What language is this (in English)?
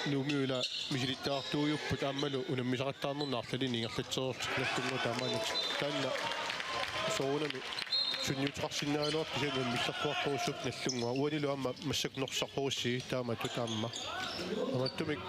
Kalaallisut